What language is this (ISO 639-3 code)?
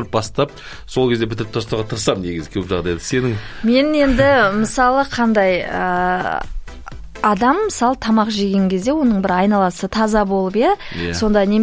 kaz